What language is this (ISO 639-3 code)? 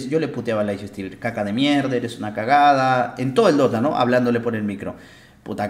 spa